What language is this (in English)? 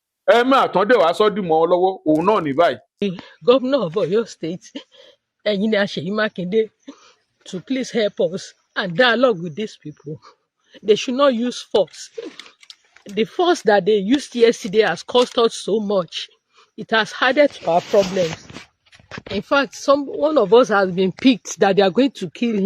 Yoruba